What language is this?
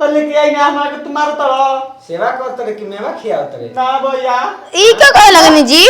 Bhojpuri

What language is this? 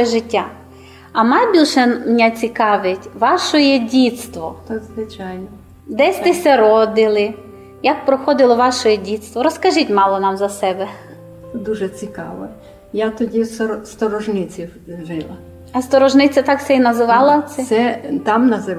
Rusyn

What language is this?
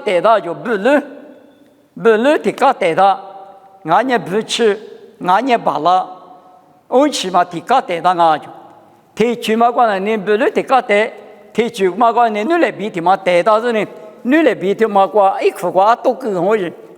Lisu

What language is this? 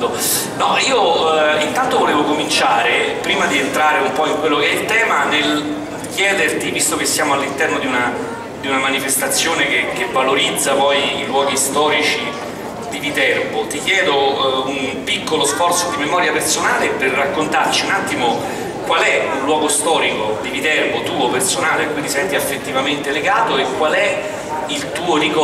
Italian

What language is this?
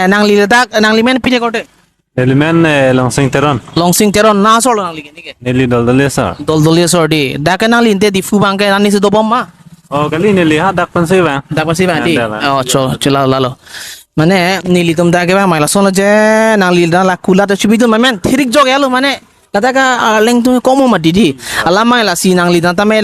Karbi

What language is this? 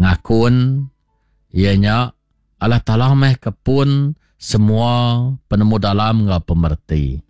Iban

